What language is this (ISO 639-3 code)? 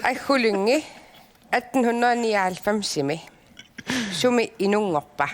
kal